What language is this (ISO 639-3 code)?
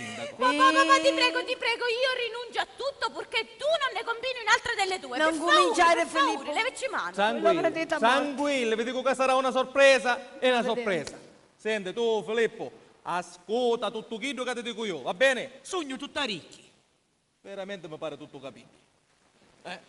scn